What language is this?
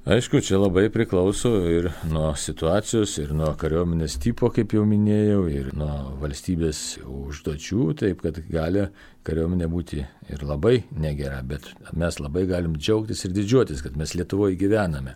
Lithuanian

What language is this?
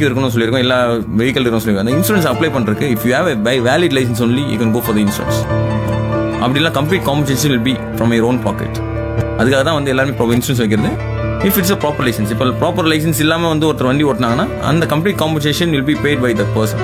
Tamil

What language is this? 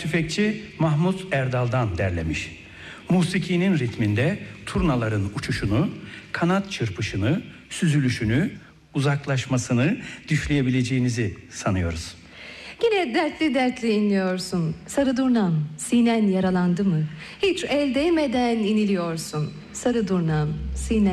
Turkish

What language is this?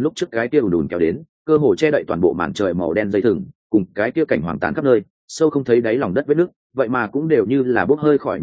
Vietnamese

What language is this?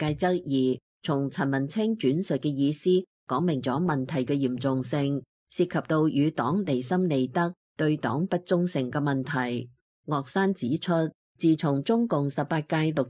Cantonese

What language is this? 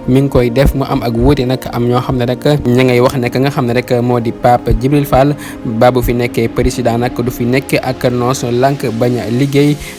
Wolof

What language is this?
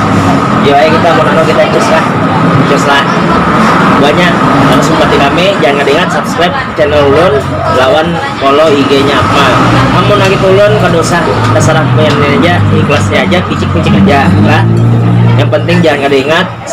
Banjar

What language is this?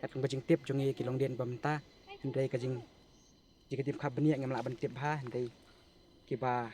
Khasi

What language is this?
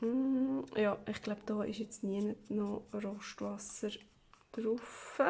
Swiss German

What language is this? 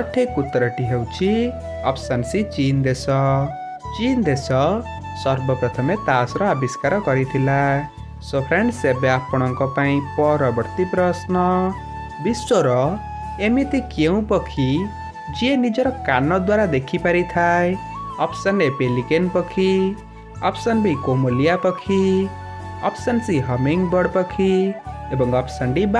Odia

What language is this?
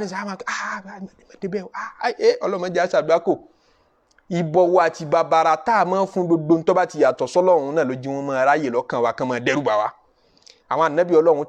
Yoruba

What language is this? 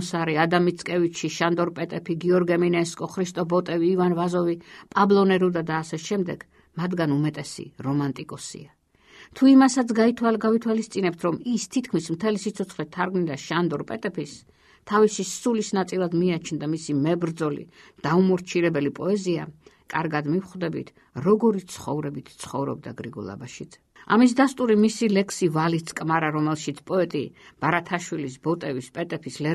Georgian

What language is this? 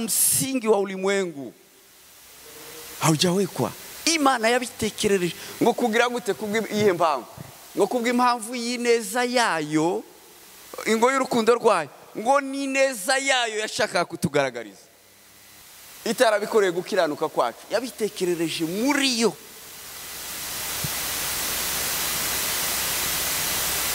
Kinyarwanda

